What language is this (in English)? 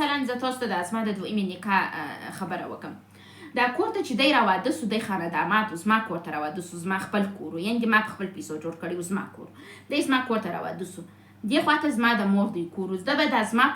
Pashto